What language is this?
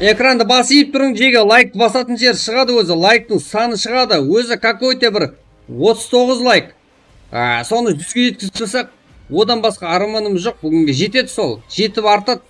Kara-Kalpak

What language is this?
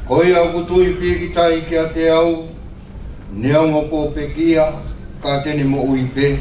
Tongan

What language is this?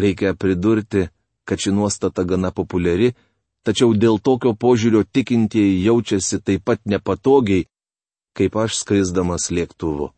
Lithuanian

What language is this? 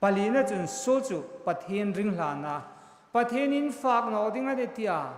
Hmar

